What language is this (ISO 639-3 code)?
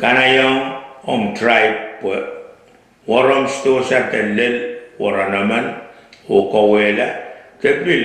pon